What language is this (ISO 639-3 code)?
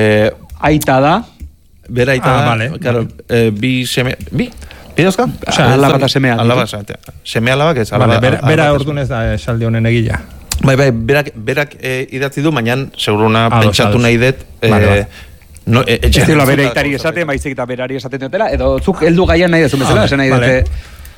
eus